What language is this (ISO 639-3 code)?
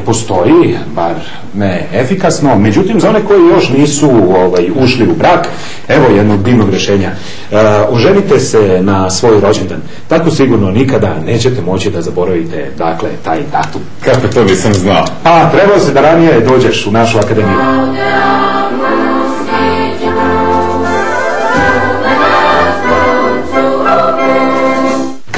srp